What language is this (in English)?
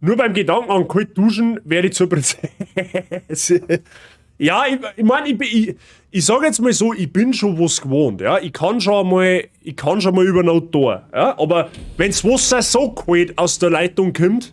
Bavarian